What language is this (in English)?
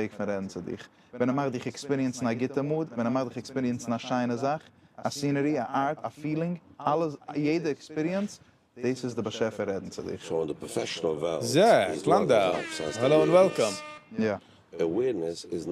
Yiddish